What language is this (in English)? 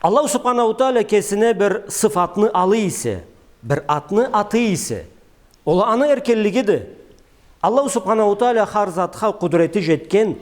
Karachay-Balkar